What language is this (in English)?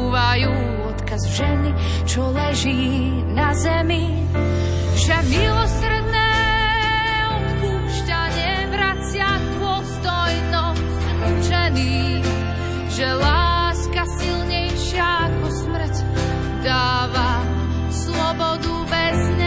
Slovak